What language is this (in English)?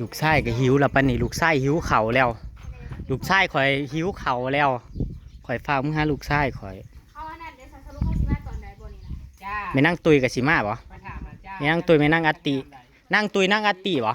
Northeastern Thai